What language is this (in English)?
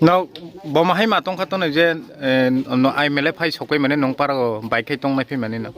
Kok Borok